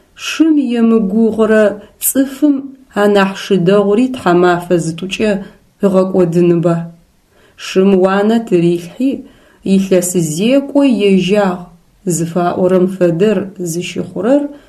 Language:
Adyghe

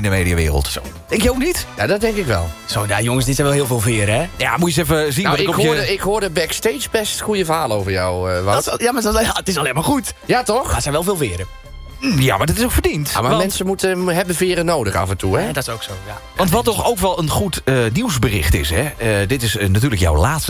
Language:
Dutch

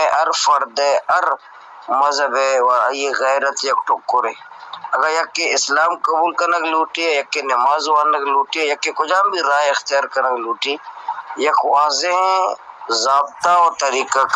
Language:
Baluchi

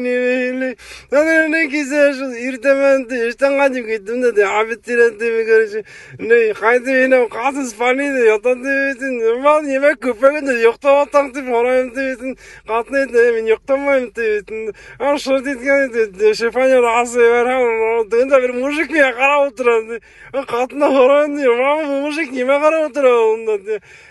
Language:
Bashkir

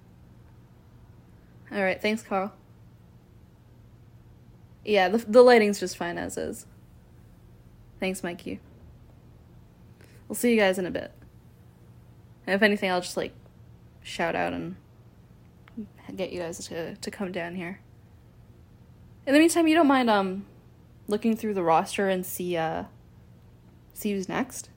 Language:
English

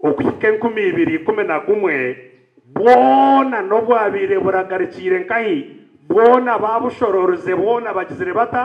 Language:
Nyankole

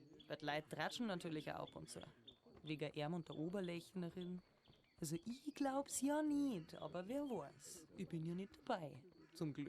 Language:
Bavarian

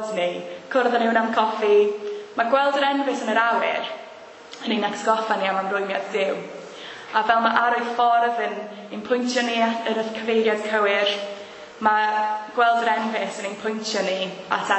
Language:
Welsh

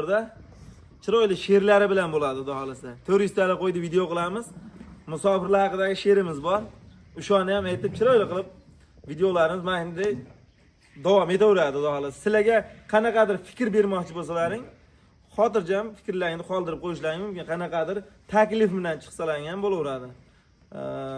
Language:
Uzbek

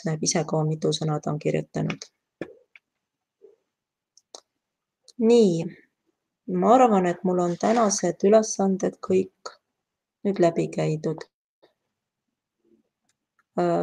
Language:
Estonian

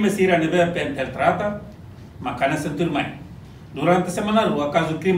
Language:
Tetum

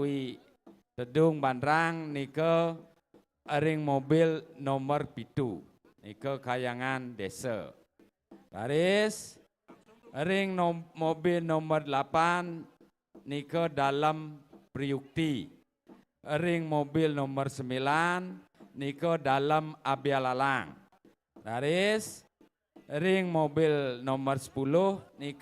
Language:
Balinese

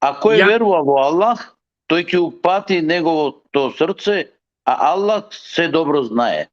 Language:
Balkan Romani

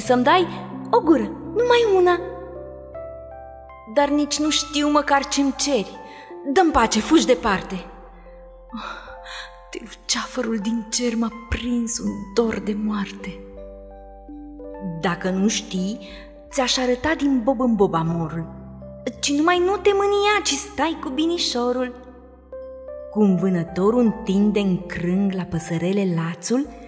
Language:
Romanian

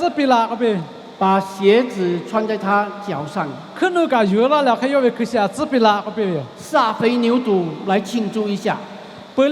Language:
Lahu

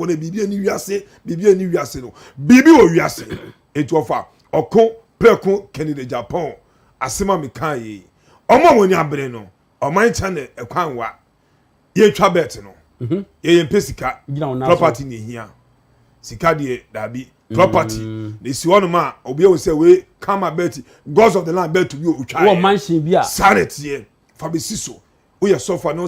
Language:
Akan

